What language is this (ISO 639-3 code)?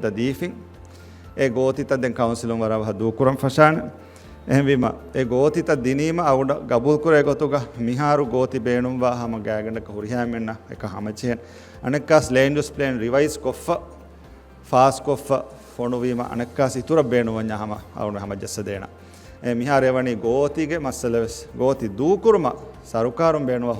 div